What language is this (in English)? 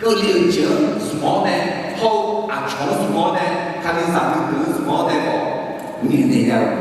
Akha